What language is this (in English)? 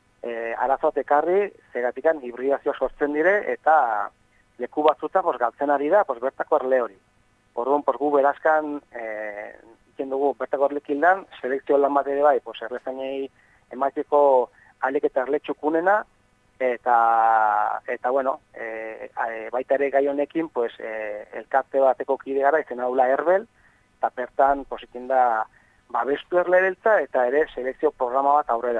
Basque